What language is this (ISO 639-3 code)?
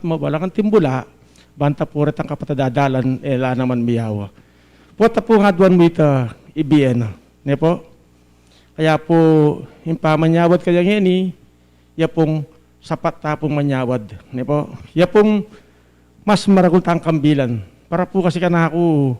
pam